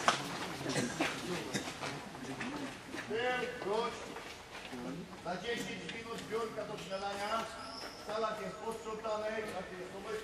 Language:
Polish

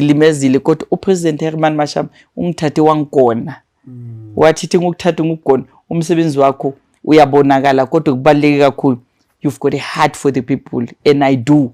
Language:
Zulu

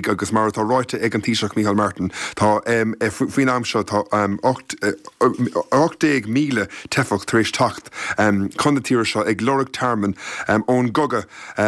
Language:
Irish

